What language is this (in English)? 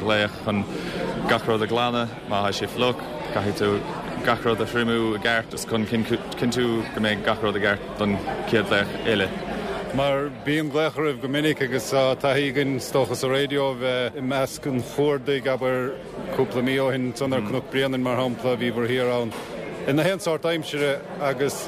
Irish